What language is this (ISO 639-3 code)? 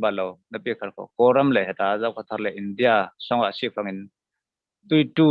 cfm